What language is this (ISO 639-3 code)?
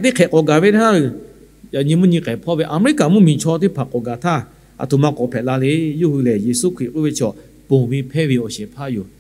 lhu